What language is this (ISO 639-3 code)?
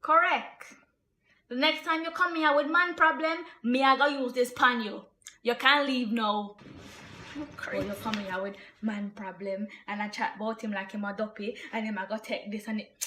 jam